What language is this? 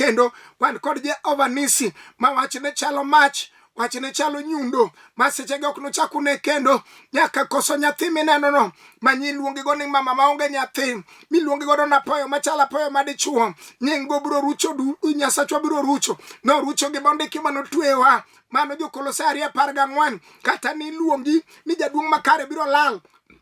Luo (Kenya and Tanzania)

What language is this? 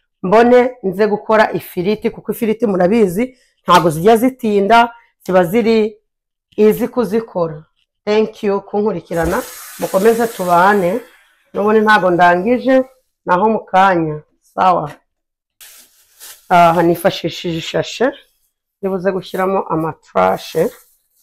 Kinyarwanda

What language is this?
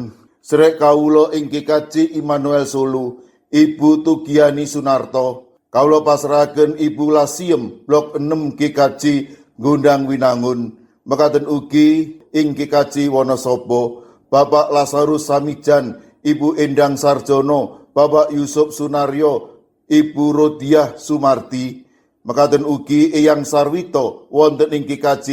Javanese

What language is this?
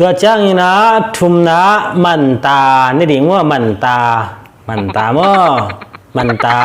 Tedim Chin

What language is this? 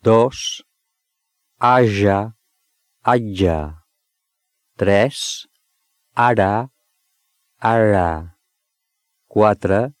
Catalan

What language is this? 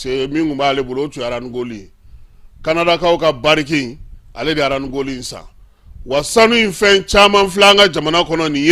Bambara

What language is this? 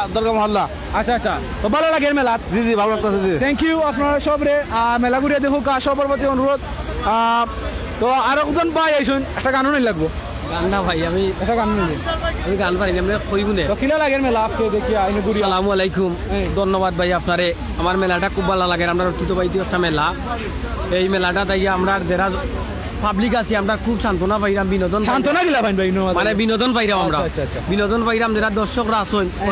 Sylheti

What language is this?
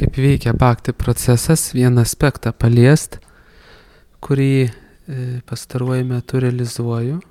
Lithuanian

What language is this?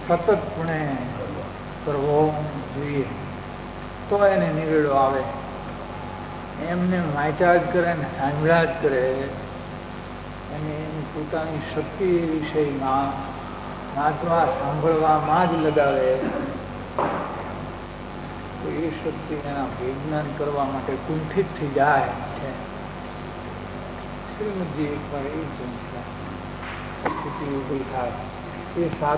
Gujarati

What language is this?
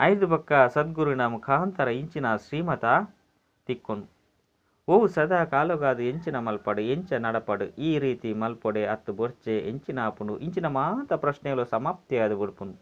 Tulu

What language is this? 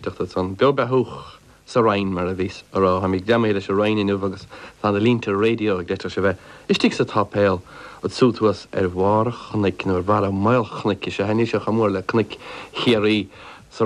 Irish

